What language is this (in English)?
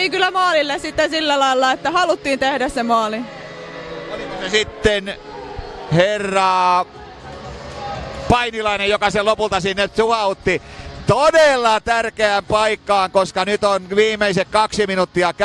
Finnish